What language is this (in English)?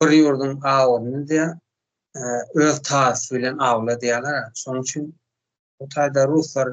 Turkmen